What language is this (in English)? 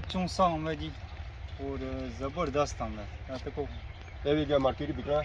Pahari-Potwari